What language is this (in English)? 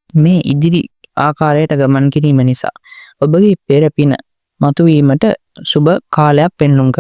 Sinhala